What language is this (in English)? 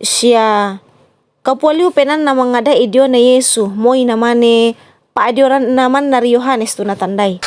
Toraja-Sa'dan